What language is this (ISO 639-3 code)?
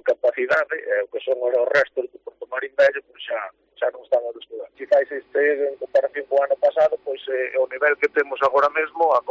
glg